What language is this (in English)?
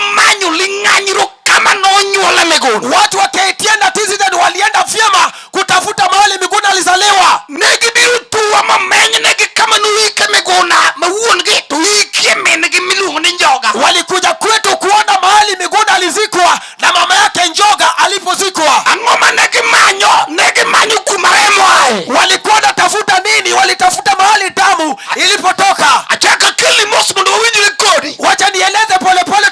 Luo (Kenya and Tanzania)